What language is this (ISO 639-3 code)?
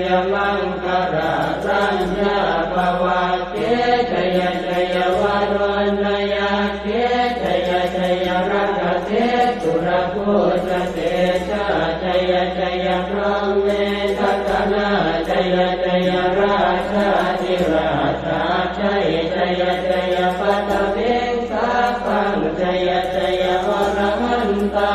pli